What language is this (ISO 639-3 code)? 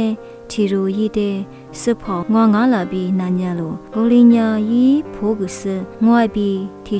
lis